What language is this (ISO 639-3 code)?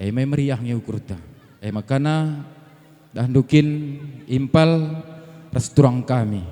btx